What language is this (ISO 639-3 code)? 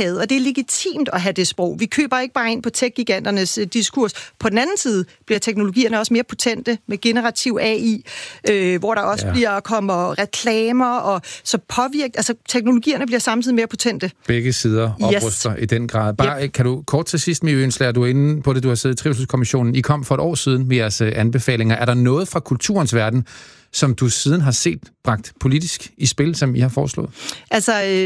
dan